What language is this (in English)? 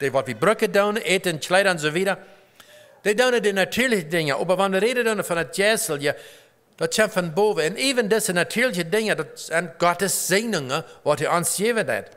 Plautdietsch